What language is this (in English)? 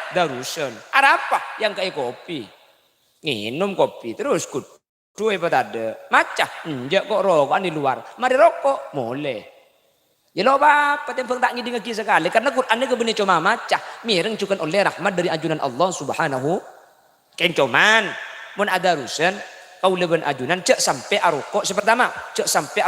Madurese